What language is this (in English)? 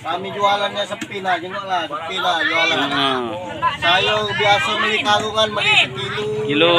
Musi